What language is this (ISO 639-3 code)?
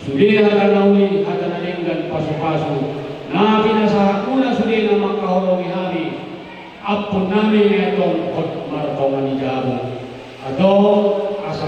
bbc